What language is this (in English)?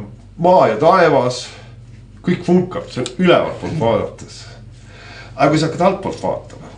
Estonian